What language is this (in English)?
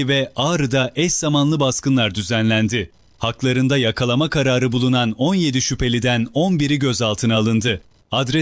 Turkish